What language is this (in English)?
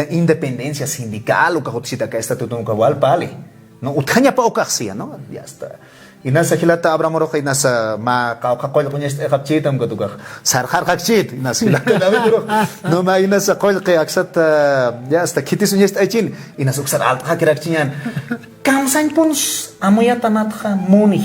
Aymara